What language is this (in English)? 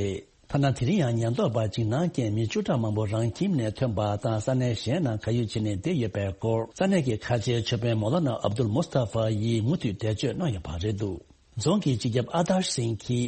Tibetan